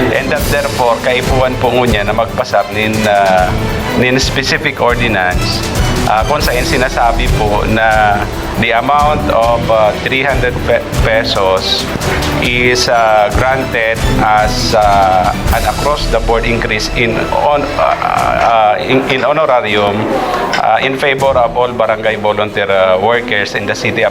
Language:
Bikol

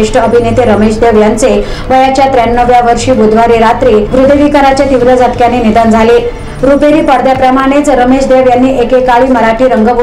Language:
Marathi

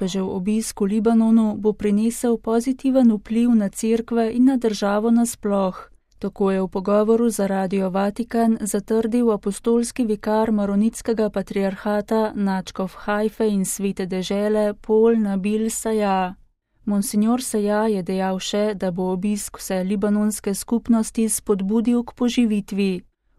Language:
Slovenian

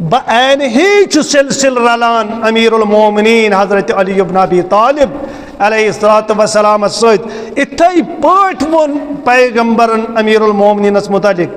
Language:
Kashmiri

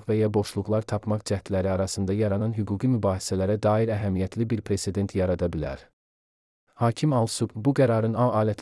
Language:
Azerbaijani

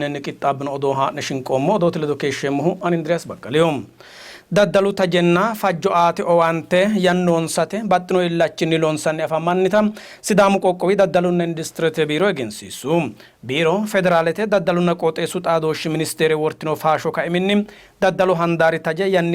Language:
Sidamo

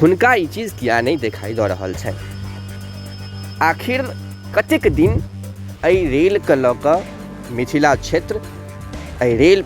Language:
Maithili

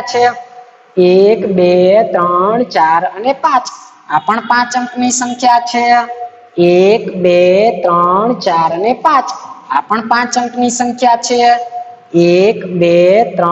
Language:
Gujarati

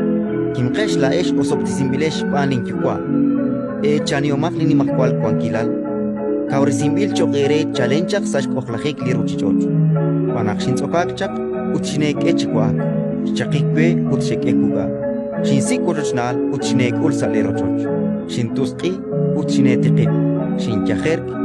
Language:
Kekchí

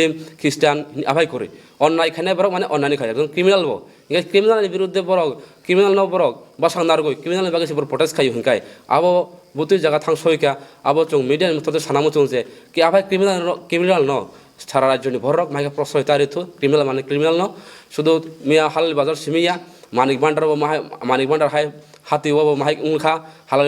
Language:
Kok Borok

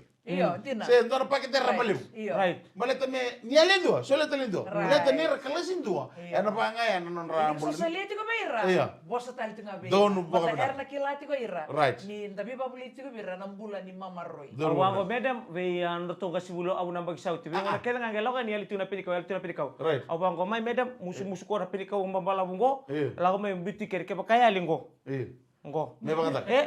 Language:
Fijian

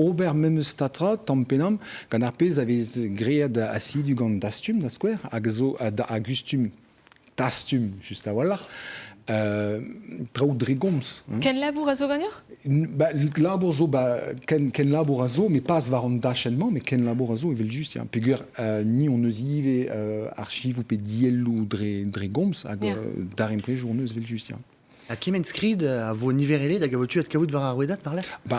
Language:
Breton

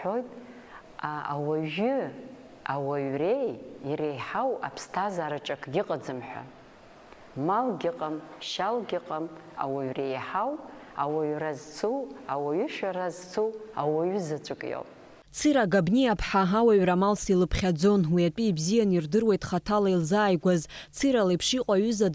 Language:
Abkhazian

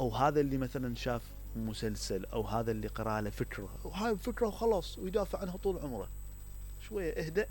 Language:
Mesopotamian Arabic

